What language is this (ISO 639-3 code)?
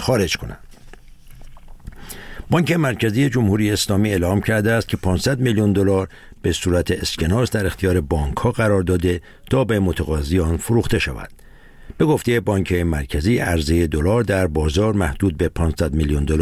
fas